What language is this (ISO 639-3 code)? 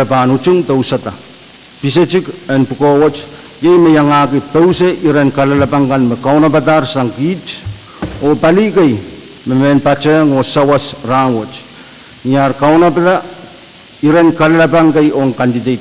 pon